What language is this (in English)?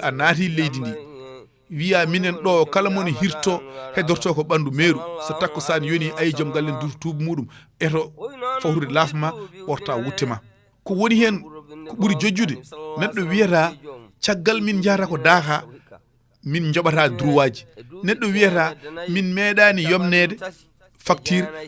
Fula